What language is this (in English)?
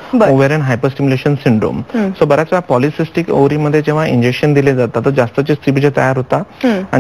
Marathi